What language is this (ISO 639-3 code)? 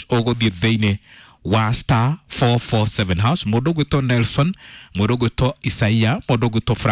kik